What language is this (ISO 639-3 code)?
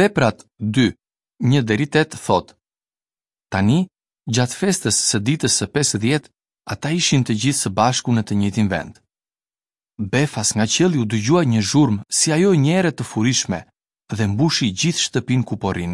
sqi